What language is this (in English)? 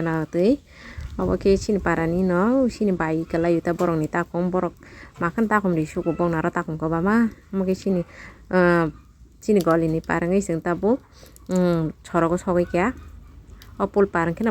Kok Borok